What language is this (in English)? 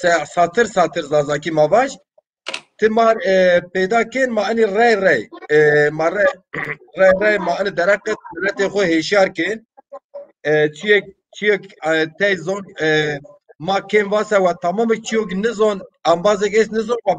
Zaza